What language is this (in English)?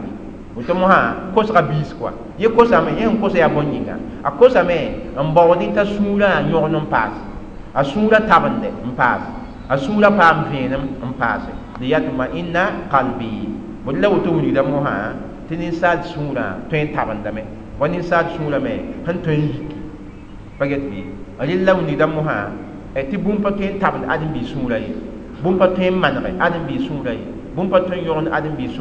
Mossi